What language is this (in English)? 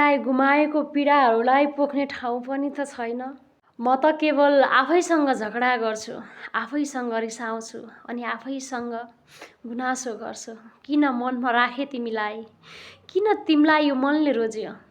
Nepali